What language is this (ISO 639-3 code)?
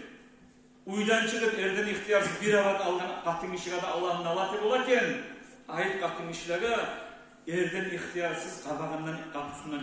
kum